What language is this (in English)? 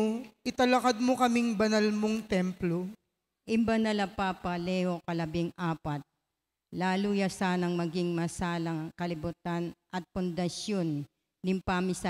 Pampanga